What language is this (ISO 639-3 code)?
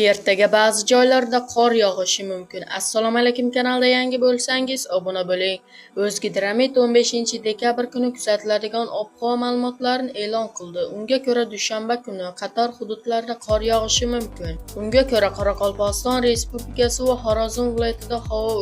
uzb